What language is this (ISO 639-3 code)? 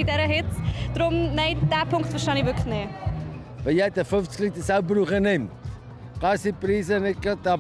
gsw